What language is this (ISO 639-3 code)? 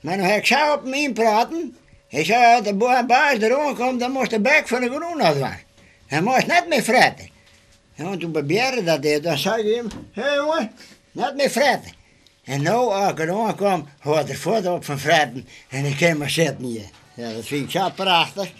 fry